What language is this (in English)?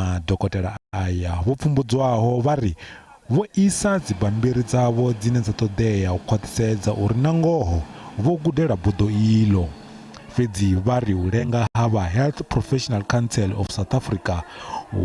Venda